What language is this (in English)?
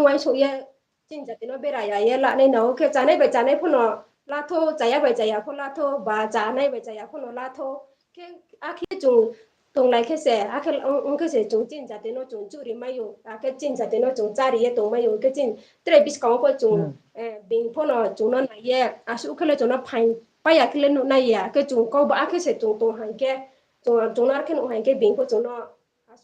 Riang (India)